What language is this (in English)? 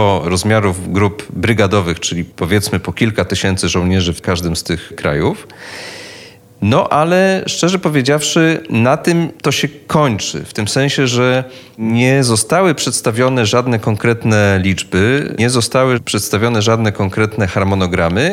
Polish